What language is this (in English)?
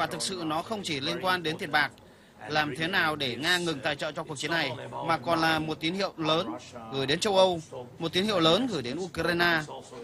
Vietnamese